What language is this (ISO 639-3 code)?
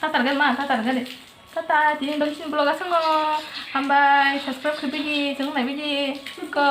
trp